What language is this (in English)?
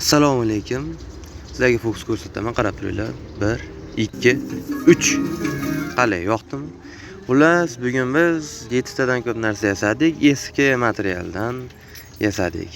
Uzbek